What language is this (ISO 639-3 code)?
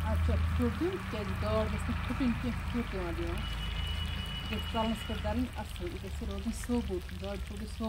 kas